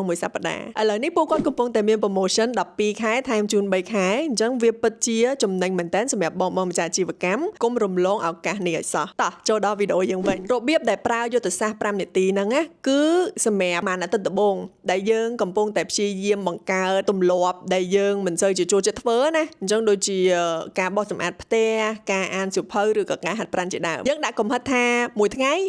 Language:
Khmer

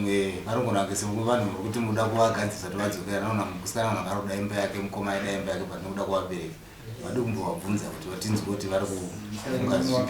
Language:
Shona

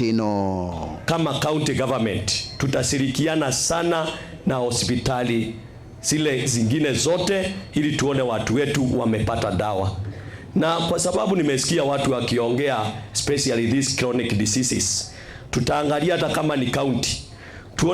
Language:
Meru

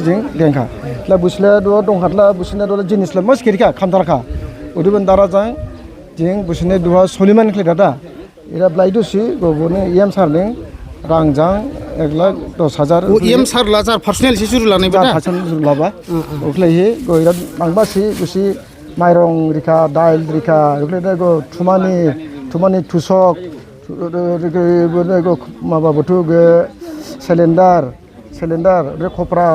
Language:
Dimasa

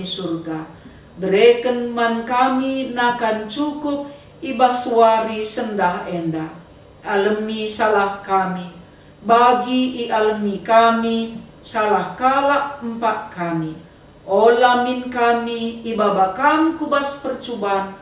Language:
Batak Karo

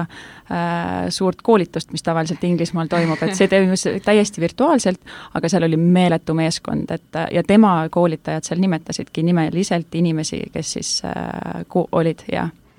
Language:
Estonian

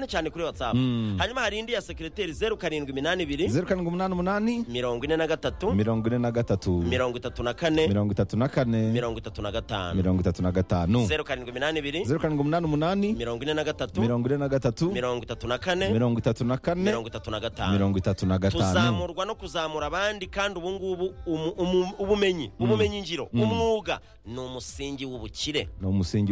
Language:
Kinyarwanda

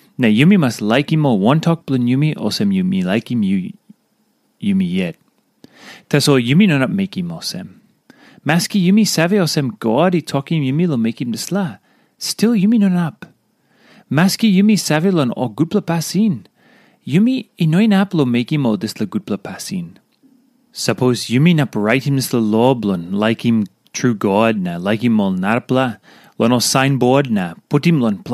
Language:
Tok Pisin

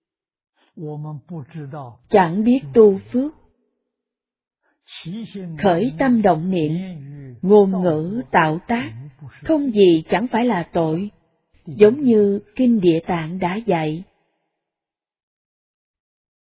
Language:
Vietnamese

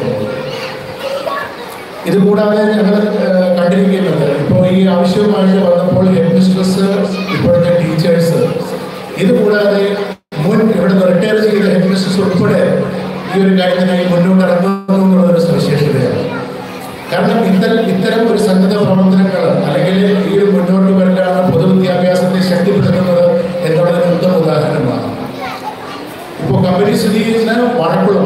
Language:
Malayalam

